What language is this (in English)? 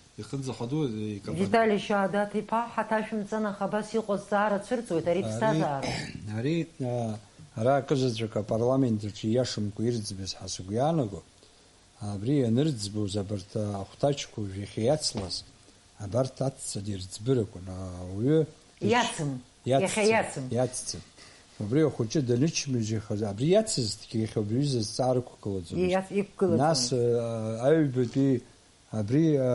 Abkhazian